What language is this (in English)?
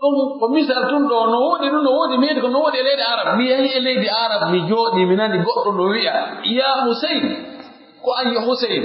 Pular